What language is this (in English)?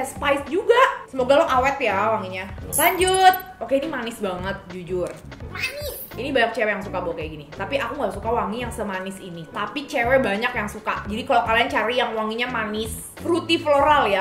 Indonesian